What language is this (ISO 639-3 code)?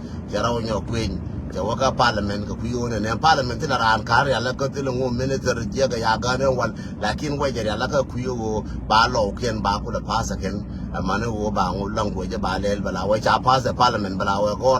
nus